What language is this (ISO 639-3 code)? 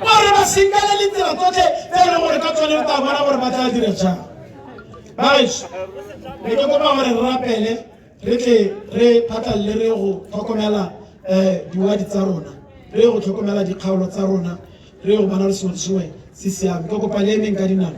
tsn